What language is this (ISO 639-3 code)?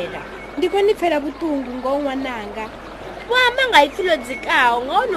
ven